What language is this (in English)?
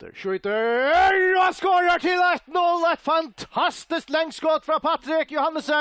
Faroese